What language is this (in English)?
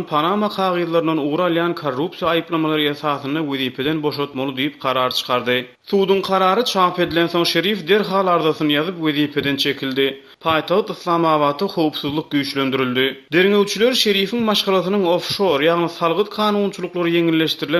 Turkmen